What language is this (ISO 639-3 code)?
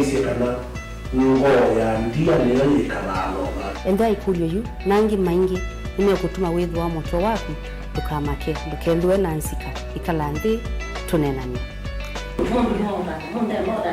kam